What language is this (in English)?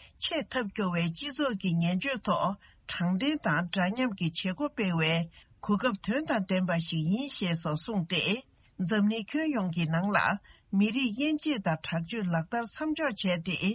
Tibetan